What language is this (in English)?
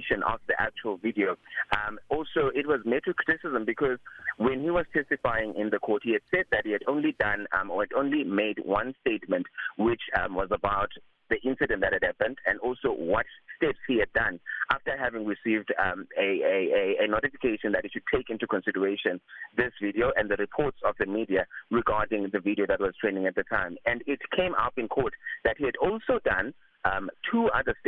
English